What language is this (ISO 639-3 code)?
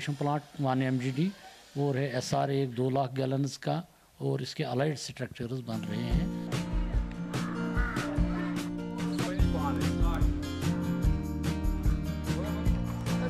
hin